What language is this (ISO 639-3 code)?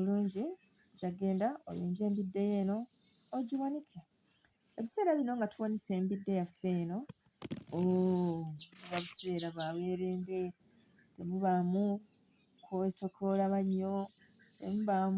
lug